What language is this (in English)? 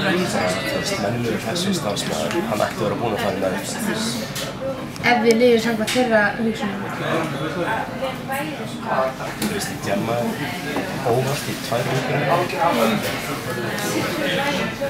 Icelandic